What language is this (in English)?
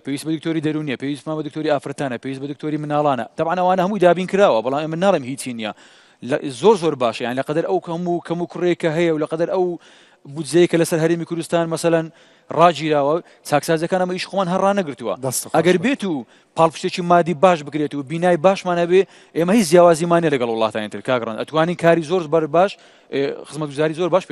Central Kurdish